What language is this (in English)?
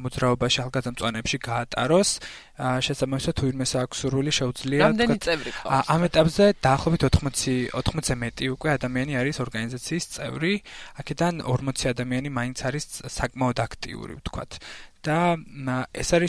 Georgian